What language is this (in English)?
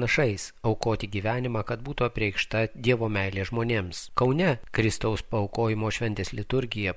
Lithuanian